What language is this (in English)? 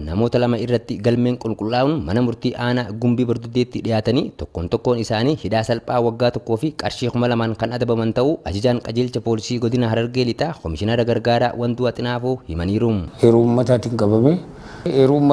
Oromo